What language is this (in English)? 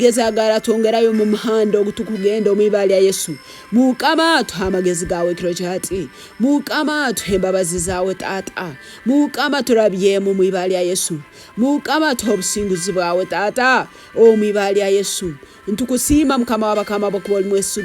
Tooro